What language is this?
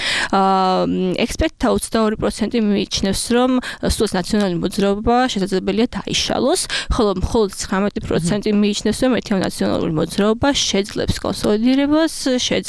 Georgian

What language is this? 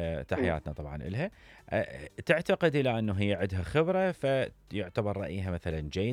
Mesopotamian Arabic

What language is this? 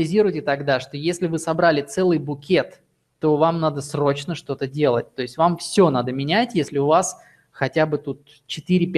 Russian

